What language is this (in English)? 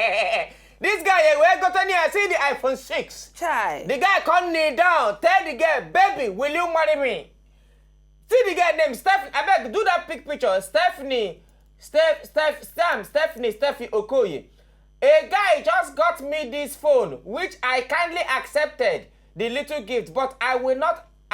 Nigerian Pidgin